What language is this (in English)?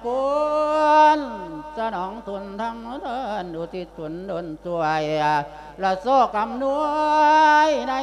Lao